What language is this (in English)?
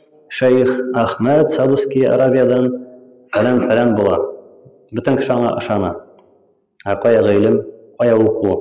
Tatar